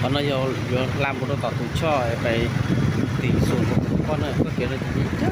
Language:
Hmong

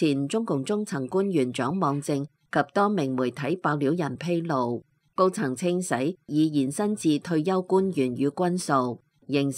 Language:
Cantonese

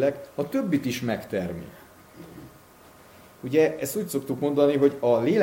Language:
Hungarian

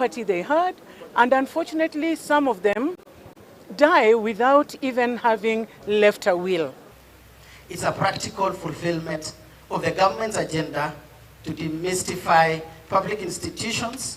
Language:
Gusii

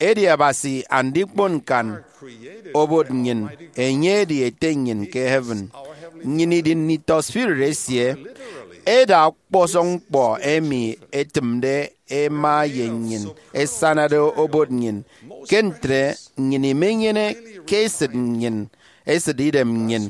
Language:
Efik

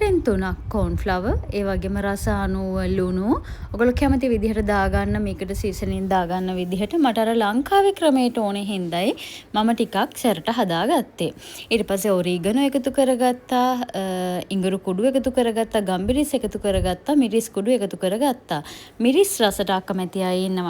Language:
Sinhala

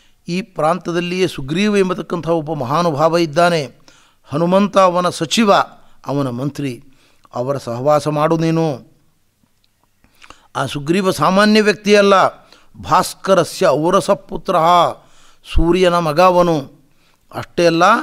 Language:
Kannada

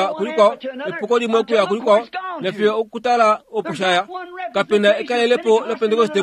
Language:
Kuanyama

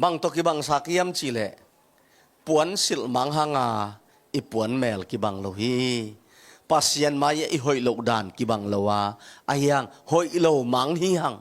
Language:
Tedim Chin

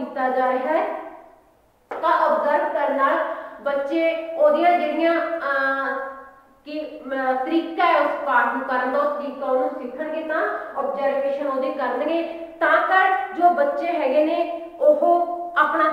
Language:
Punjabi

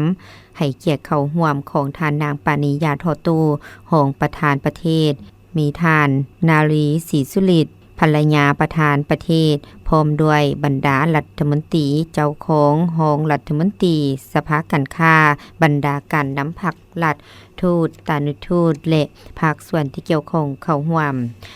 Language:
Lao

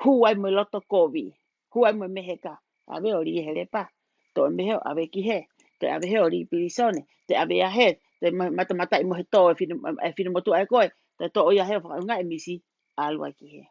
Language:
Tongan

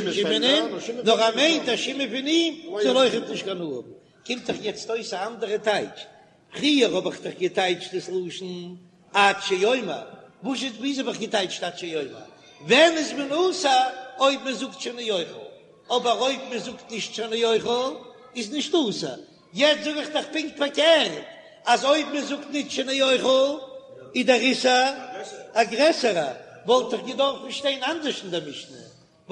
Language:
Yiddish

